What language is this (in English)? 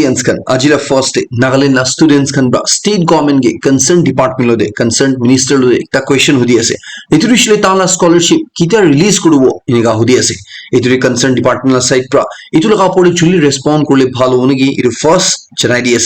Naga Pidgin